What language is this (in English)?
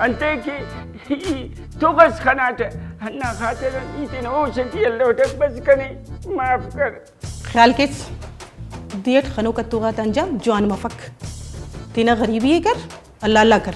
Brahui